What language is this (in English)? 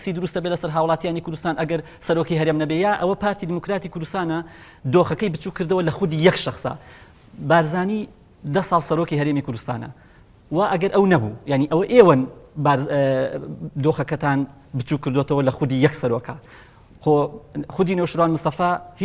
Central Kurdish